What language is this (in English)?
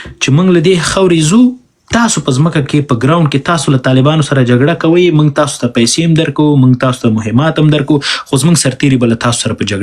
Pashto